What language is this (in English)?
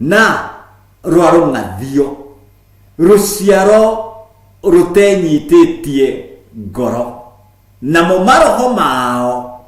Kikuyu